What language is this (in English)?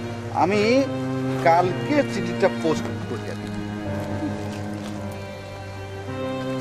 Bangla